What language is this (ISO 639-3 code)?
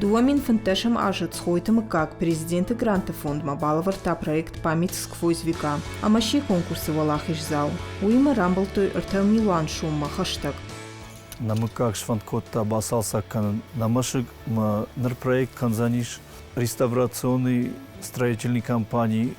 oss